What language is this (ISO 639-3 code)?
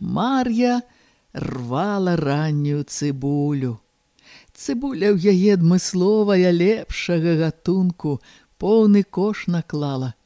bel